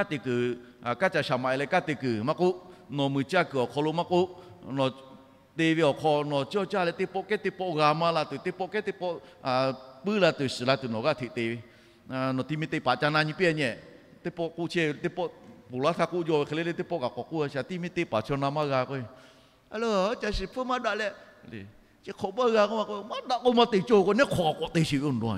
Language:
Lahu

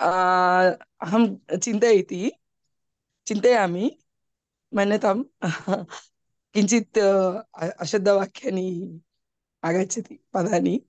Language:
Sanskrit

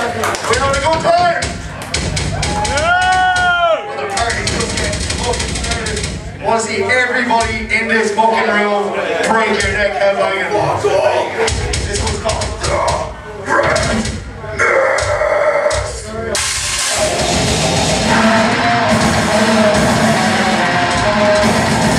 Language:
English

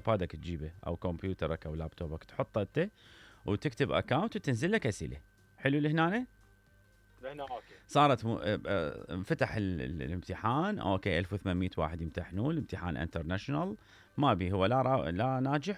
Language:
Mesopotamian Arabic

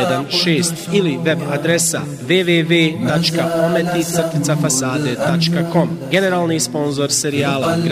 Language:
Bosnian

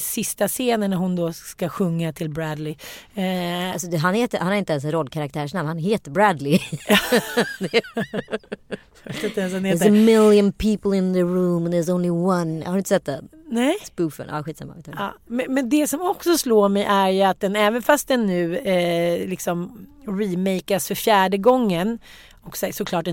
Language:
Swedish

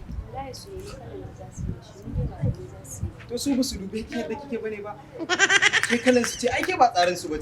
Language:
Hausa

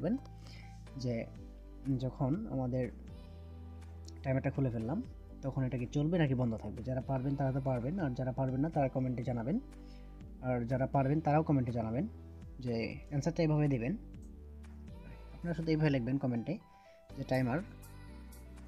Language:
Bangla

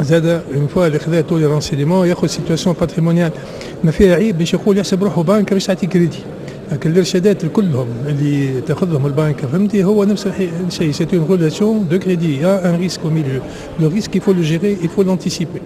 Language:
Tunisian Arabic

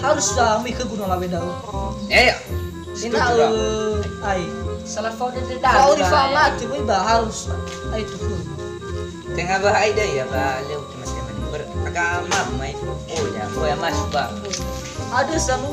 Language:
Nias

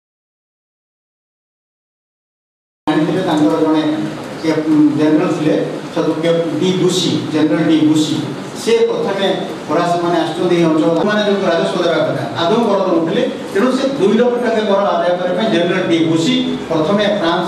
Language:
Odia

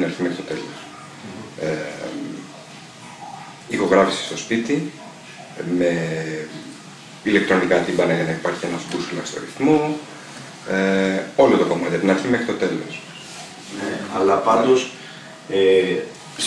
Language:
Greek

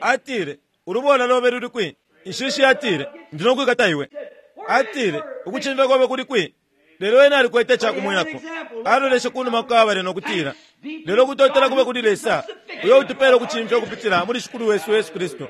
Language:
Bemba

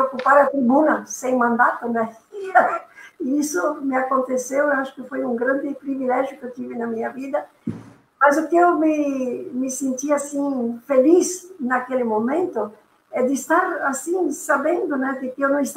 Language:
Portuguese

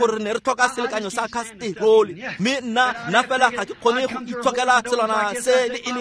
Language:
Tswana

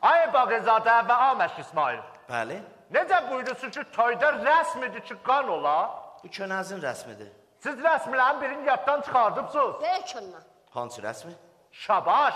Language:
South Azerbaijani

